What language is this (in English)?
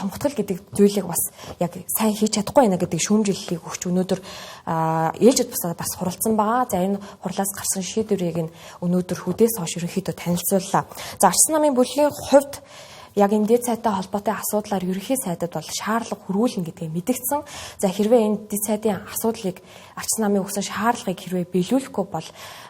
Mongolian